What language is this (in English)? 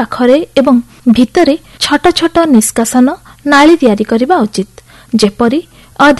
Odia